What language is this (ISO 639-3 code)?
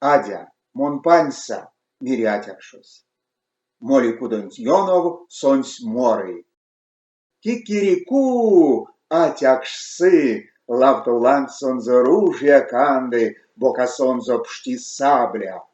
myv